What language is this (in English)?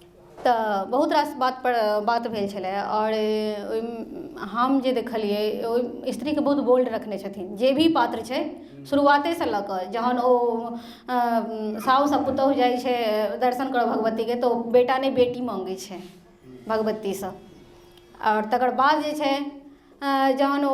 Maithili